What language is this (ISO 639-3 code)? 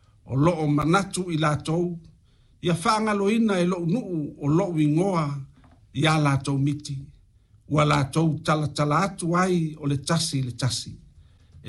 smo